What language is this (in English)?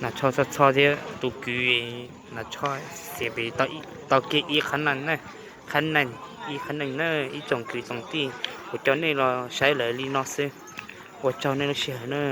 Hmong